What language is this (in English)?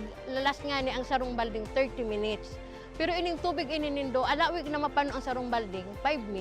Bikol